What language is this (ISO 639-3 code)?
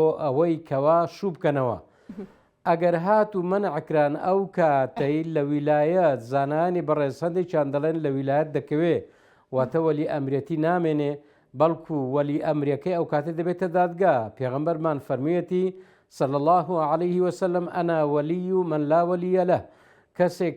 ckb